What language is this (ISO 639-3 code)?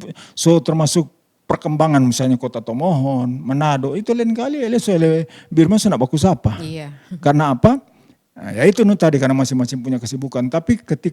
xmm